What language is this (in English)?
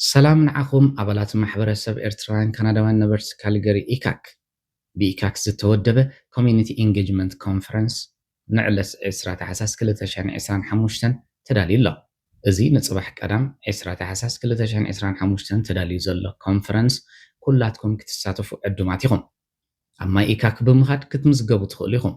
Tigrinya